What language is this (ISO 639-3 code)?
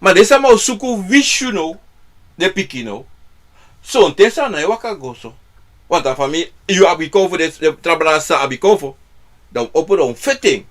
srn